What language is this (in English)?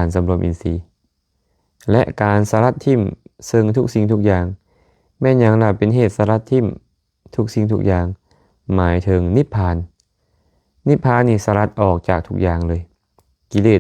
Lao